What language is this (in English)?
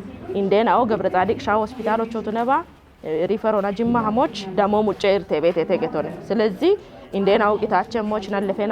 Kafa